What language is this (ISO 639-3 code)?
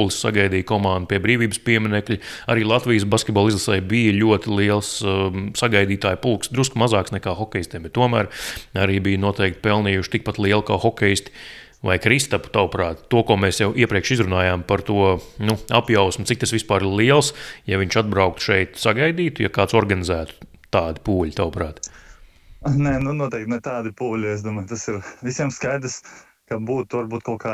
lav